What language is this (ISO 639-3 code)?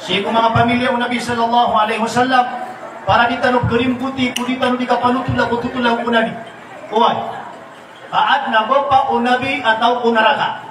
mrw